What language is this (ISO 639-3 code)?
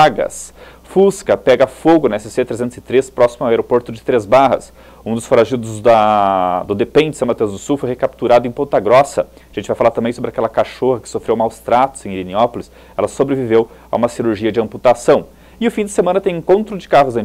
por